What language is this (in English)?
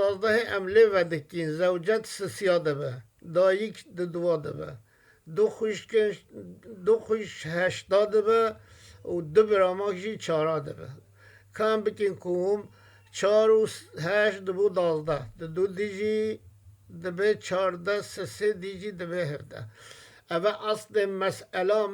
Kurdish